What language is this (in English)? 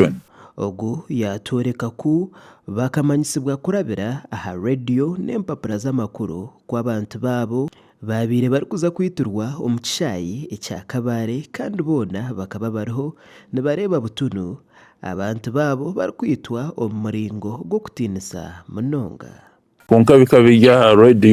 Nyankole